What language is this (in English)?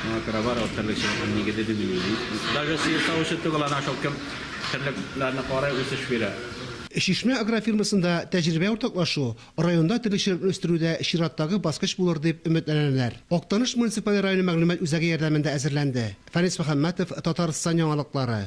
Tatar